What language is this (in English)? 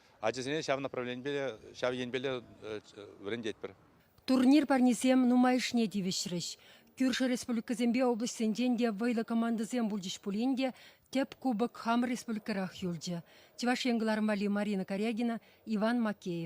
Chuvash